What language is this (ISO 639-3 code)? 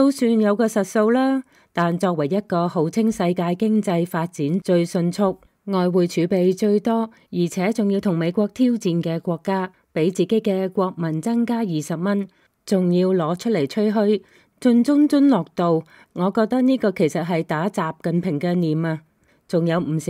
yue